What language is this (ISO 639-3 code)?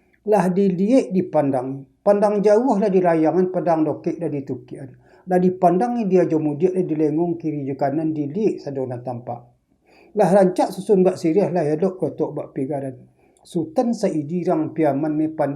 min